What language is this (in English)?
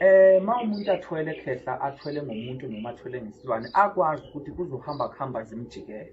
Zulu